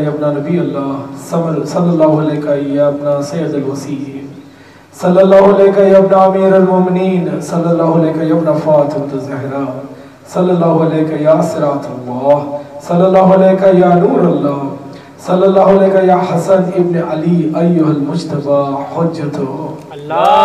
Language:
Urdu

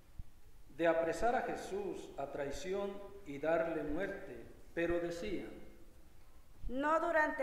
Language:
Spanish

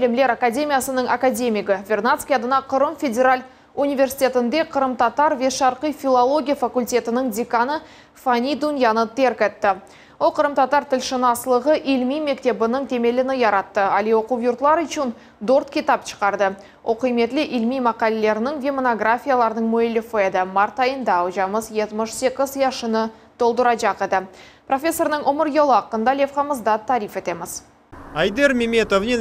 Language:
Crimean Tatar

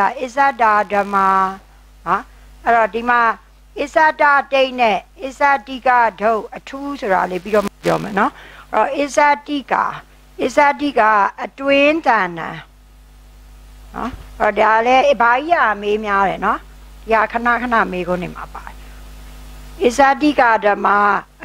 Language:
Burmese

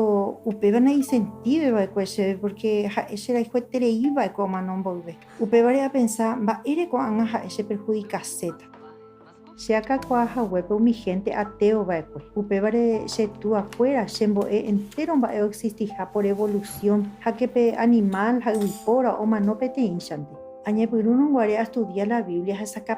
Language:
Guarani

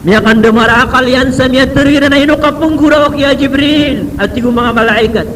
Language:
Maranao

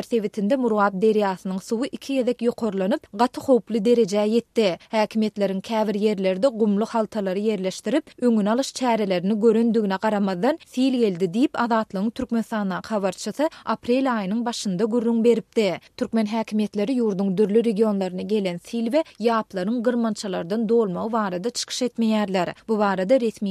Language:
Turkmen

